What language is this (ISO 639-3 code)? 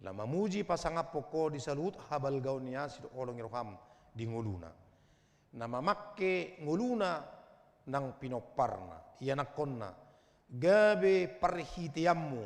bbc